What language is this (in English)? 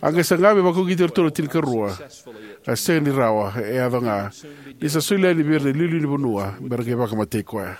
Fijian